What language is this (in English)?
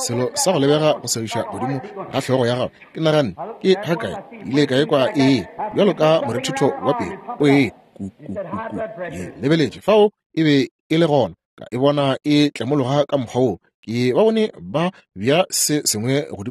Northern Sotho